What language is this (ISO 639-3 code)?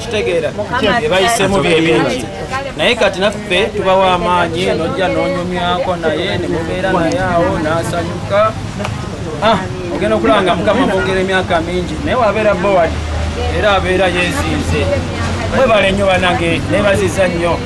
lug